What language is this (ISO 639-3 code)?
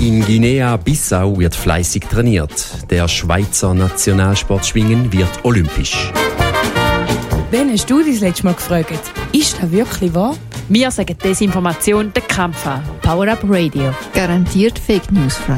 deu